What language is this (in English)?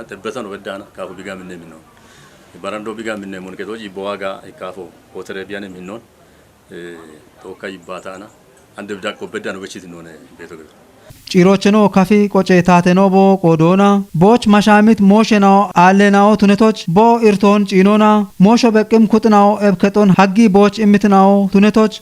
Kafa